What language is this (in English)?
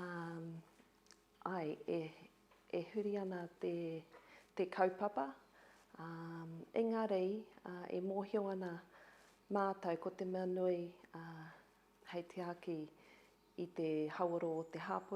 Māori